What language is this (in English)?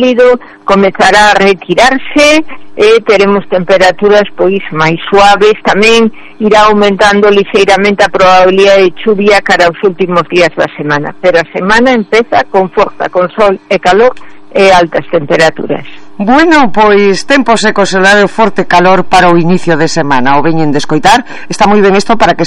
Galician